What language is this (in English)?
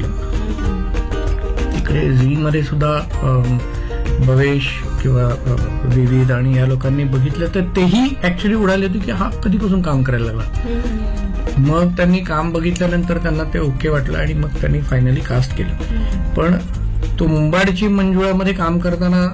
Marathi